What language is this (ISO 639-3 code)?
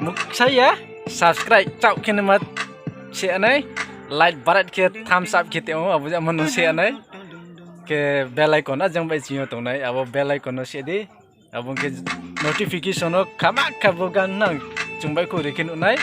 ria